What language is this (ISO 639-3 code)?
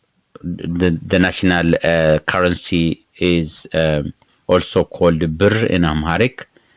eng